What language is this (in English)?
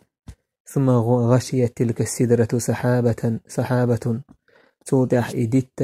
Chechen